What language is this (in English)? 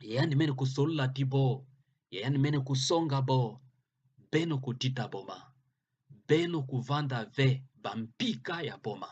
Kituba (Democratic Republic of Congo)